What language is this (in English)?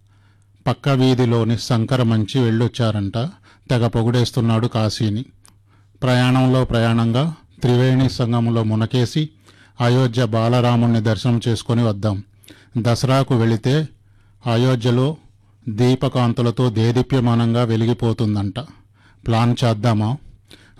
Telugu